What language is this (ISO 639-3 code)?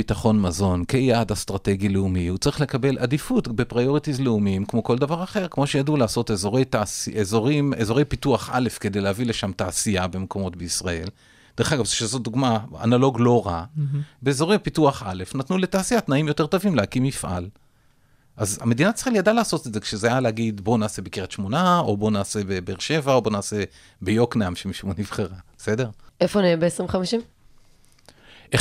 heb